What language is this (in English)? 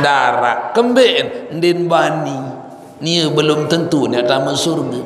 Sasak